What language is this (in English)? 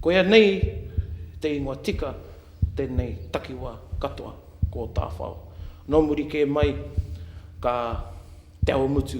Māori